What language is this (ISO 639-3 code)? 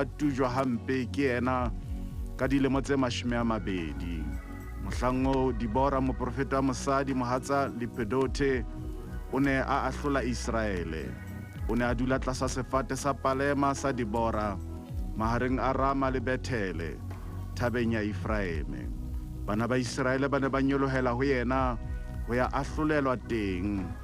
sot